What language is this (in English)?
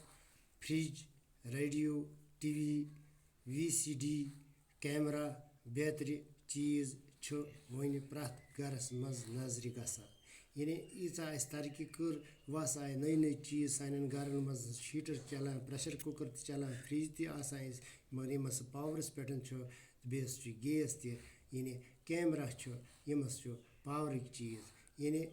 Kashmiri